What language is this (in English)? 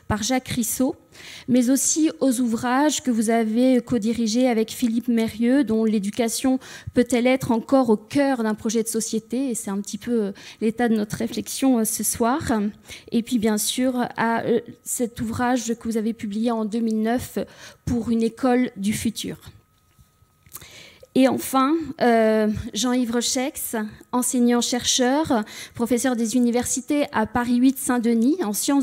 French